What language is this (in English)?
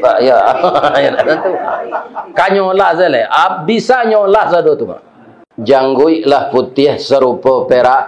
Minangkabau